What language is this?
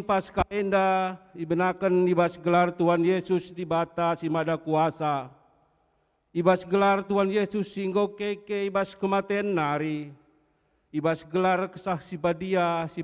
Batak Karo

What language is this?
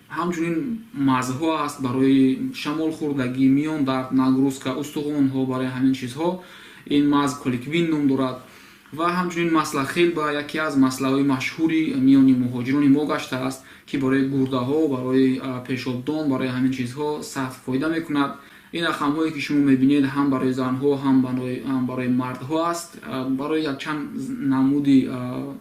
Tajik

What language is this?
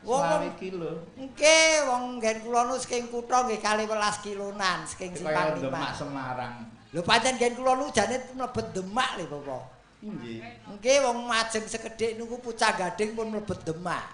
Javanese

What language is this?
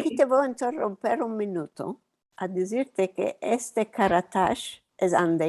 Ladino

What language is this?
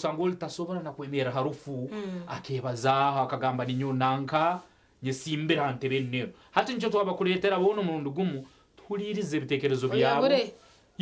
Nyankole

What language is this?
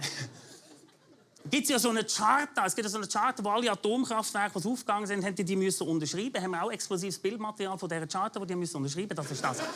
Swiss German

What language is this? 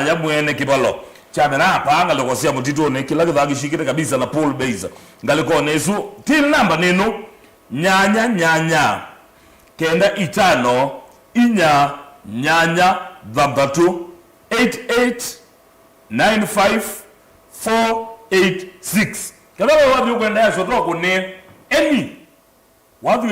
Kamba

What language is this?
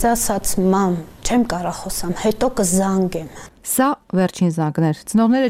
Armenian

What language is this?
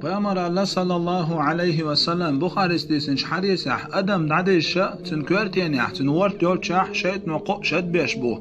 Chechen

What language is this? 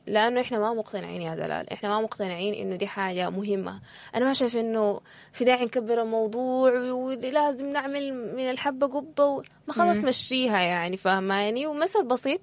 Sudanese Arabic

